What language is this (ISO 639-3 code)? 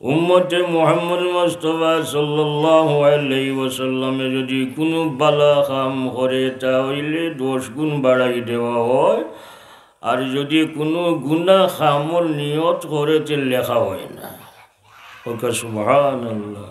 syl